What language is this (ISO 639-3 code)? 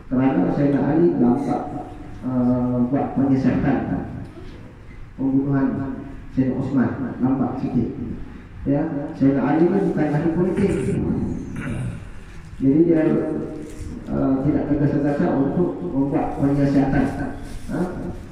msa